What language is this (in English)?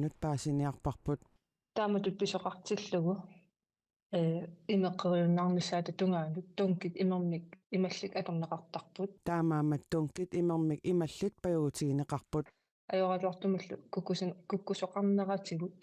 Kalaallisut